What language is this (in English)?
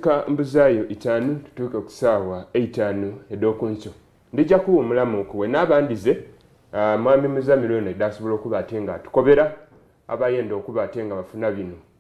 Soga